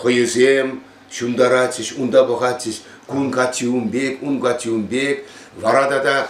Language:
Chuvash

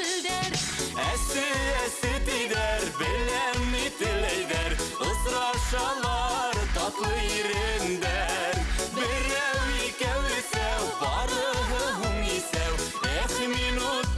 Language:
Bashkir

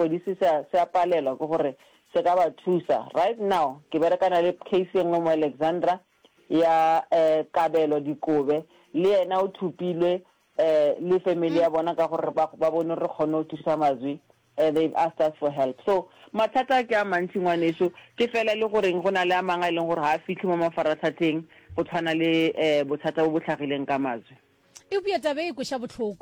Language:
Northern Sotho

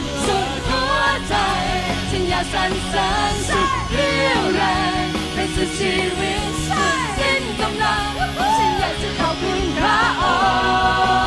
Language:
Thai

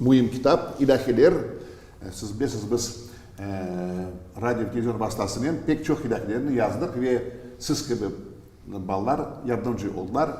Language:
Crimean Tatar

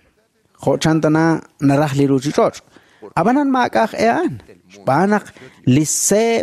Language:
Kekchí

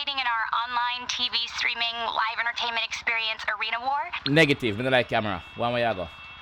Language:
Jamaican Creole English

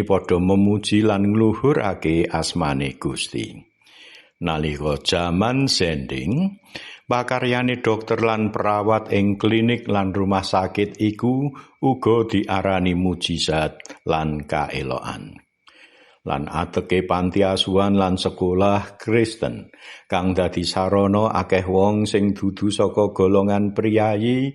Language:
Javanese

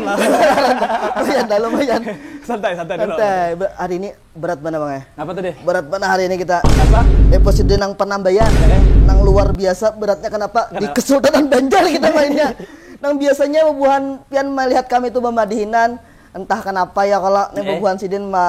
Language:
Banjar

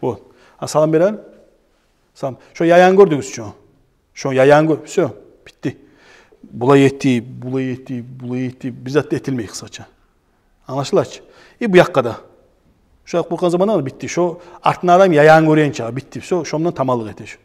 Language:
Kumyk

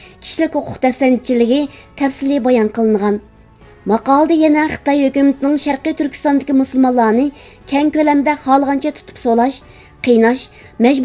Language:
Uyghur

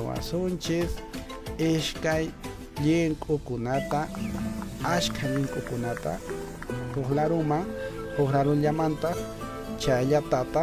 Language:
Quechua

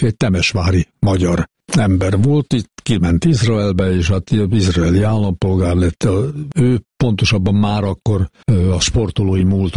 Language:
Hungarian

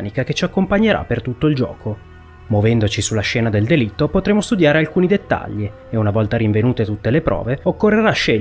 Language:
Italian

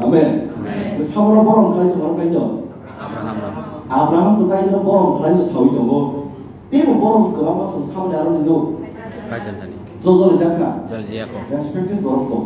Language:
Kok Borok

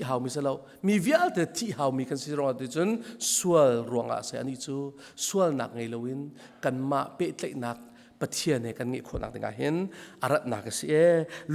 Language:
Hakha Chin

